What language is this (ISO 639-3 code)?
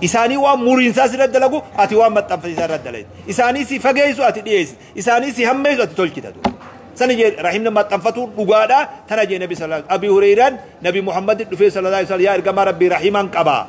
orm